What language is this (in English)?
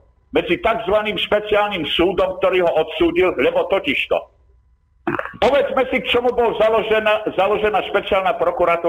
Slovak